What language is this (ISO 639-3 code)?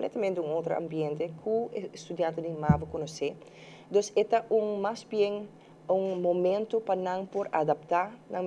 pap